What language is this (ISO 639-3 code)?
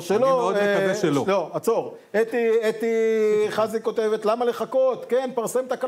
heb